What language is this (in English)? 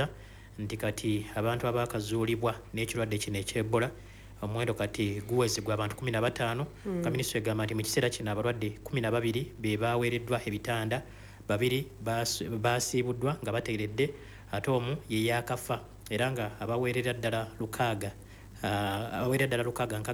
Ganda